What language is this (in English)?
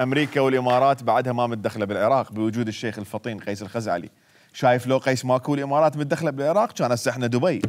Mesopotamian Arabic